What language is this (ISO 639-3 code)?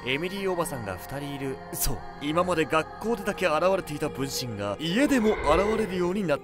jpn